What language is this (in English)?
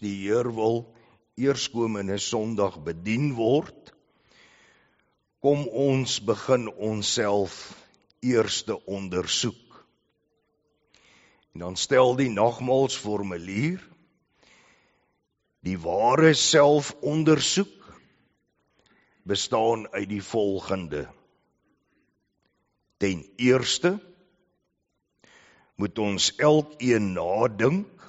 Afrikaans